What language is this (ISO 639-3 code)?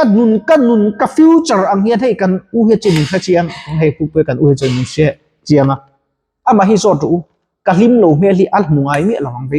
lus